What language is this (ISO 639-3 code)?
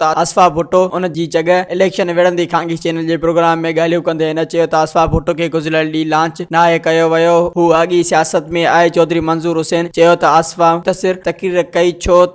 snd